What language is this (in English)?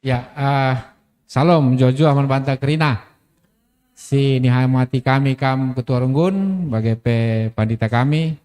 Batak Karo